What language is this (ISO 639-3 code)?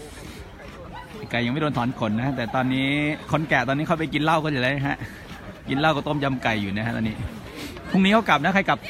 tha